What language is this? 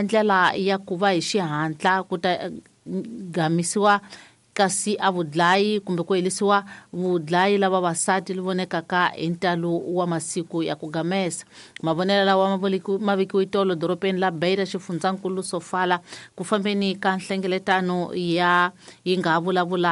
Tsonga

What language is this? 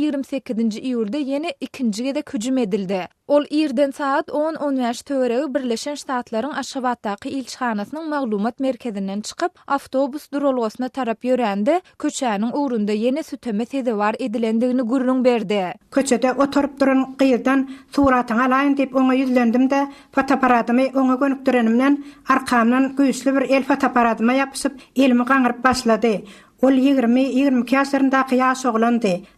Turkmen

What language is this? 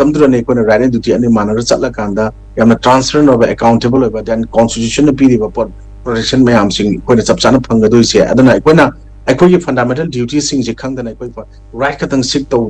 Manipuri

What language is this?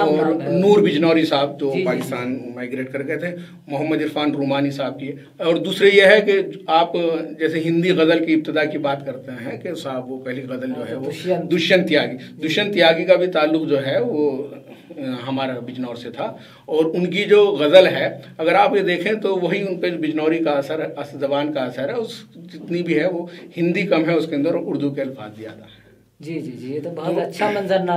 Urdu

